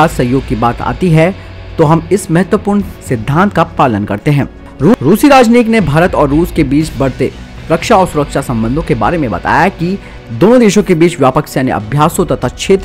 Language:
Hindi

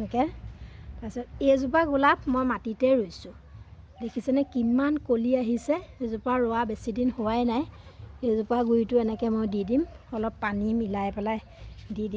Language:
Assamese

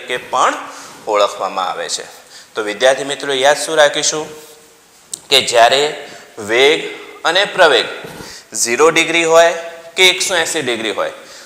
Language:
Gujarati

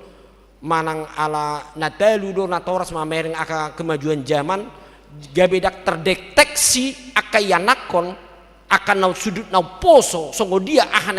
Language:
Batak Toba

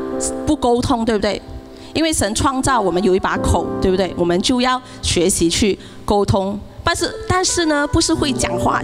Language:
Chinese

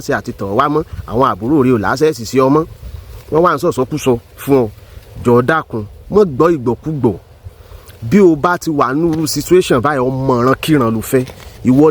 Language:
Yoruba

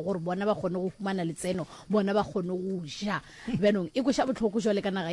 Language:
Northern Sotho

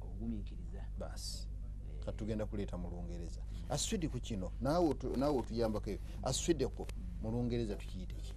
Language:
Ganda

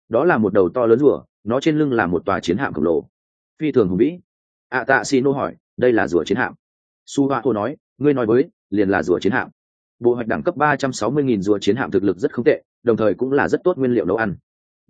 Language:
Vietnamese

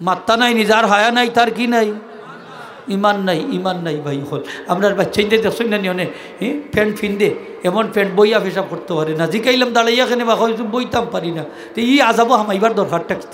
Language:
Sylheti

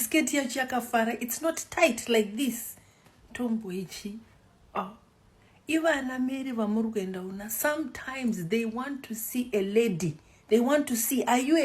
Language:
Shona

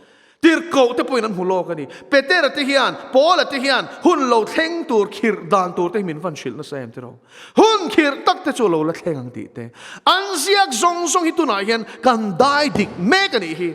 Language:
Mizo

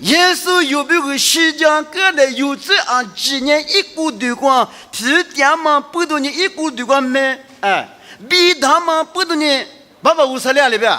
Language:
Lisu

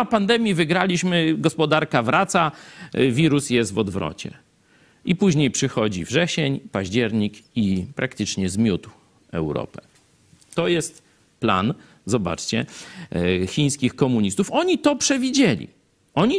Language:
Polish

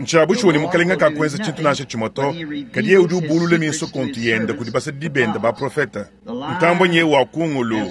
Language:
Luba-Lulua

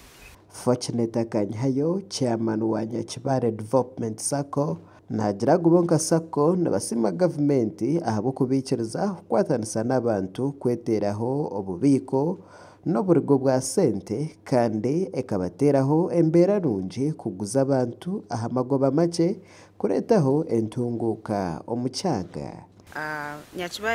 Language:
Nyankole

